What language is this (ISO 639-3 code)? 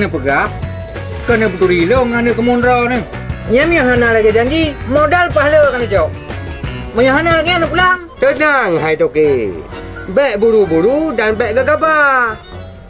ace